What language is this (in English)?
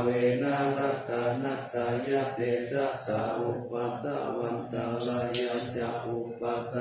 Pali